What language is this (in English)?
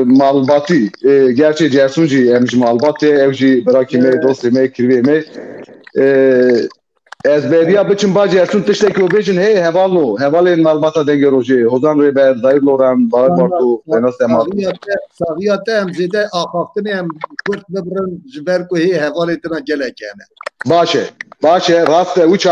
Kurdish